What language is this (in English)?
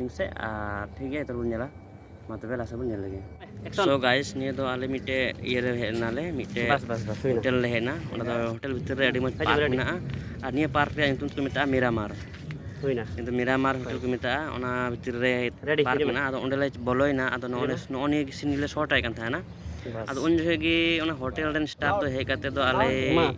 Santali